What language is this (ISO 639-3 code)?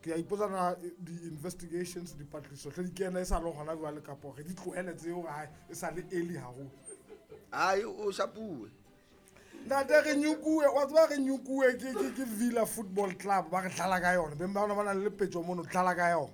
sot